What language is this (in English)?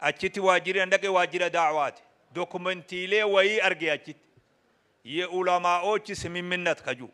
Oromo